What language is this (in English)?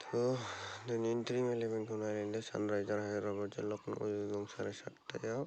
Bodo